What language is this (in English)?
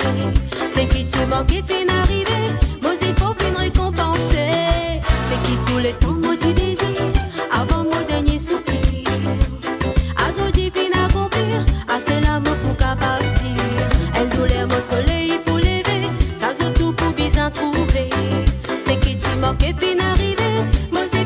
Morisyen